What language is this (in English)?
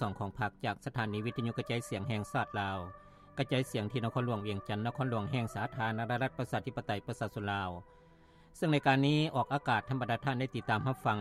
Lao